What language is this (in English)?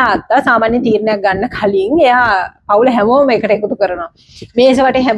Sinhala